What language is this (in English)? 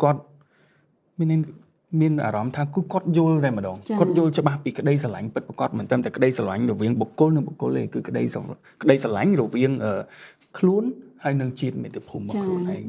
Khmer